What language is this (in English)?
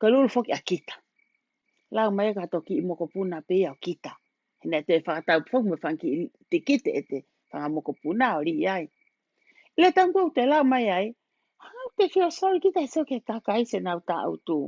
Tongan